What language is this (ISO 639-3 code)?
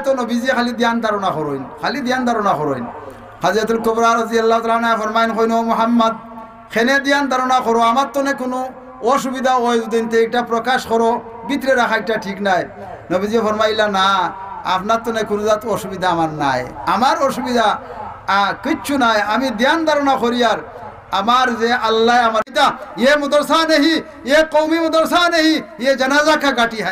syl